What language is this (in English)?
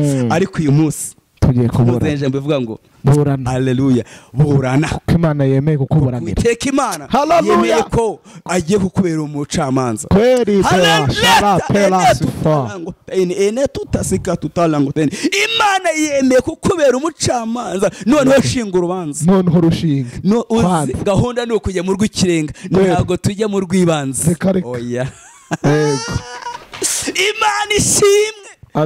Kinyarwanda